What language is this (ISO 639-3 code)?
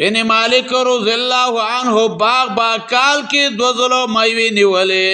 pus